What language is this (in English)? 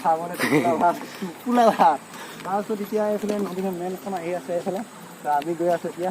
Assamese